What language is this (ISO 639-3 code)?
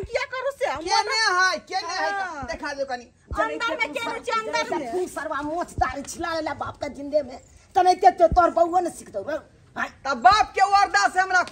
mai